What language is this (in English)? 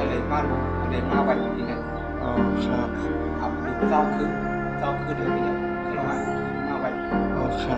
Shan